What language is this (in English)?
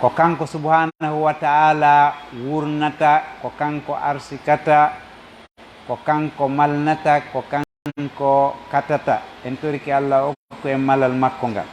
Fula